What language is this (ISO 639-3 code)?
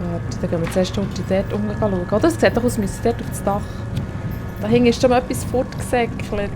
gsw